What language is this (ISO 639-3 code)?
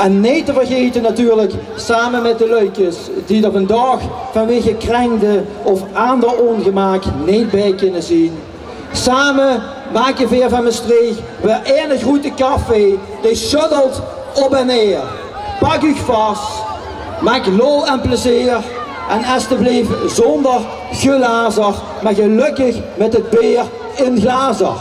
lim